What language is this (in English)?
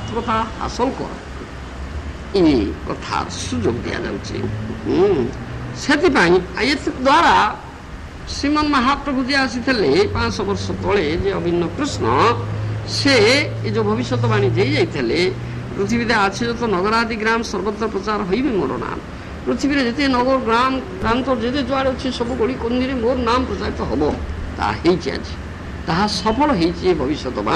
Odia